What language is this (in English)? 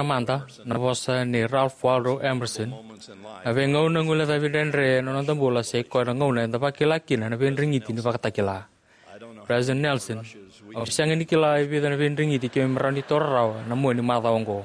Fijian